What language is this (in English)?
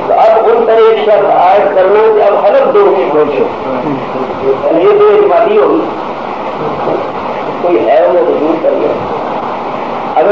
Urdu